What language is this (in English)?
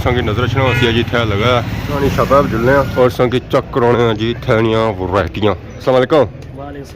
Pahari-Potwari